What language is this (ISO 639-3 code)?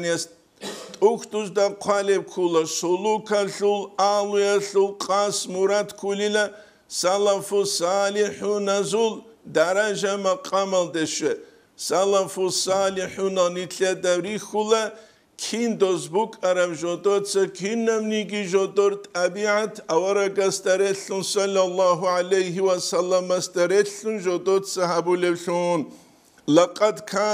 ava